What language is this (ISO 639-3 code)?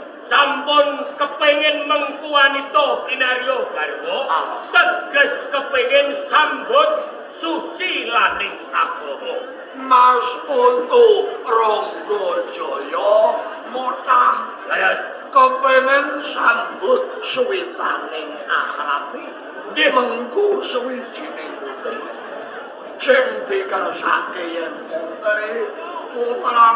jav